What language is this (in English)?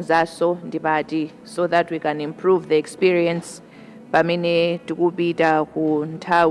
Nyanja